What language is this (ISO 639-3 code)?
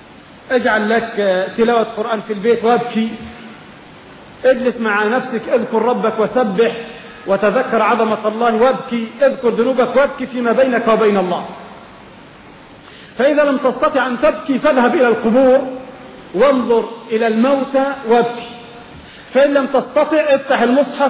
ara